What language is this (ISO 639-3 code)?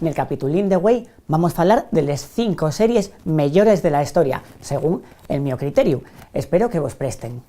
ast